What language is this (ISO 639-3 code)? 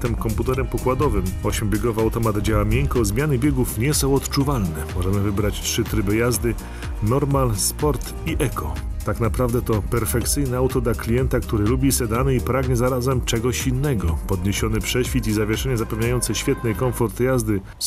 pol